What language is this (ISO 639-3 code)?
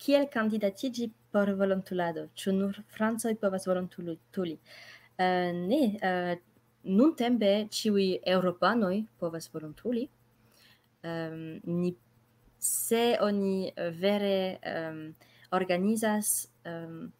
epo